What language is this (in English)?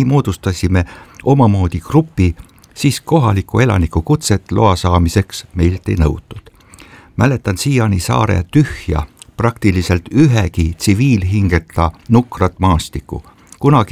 Estonian